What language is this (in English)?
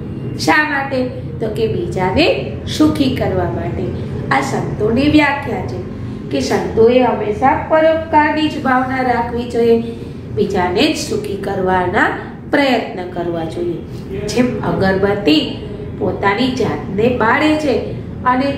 Gujarati